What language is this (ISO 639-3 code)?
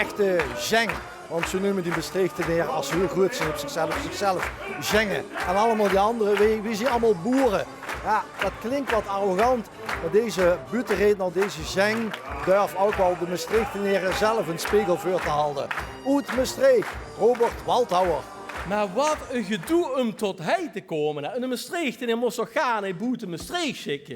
lim